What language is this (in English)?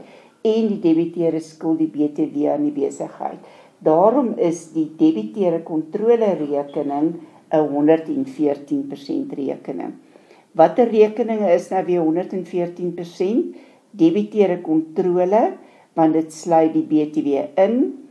Afrikaans